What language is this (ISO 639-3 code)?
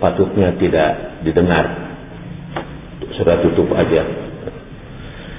ind